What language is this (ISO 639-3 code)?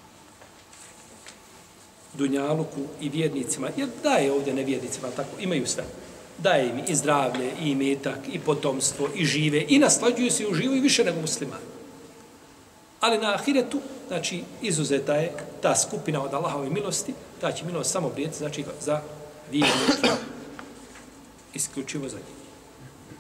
bos